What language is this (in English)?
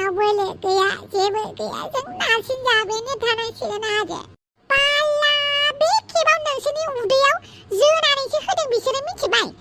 Bodo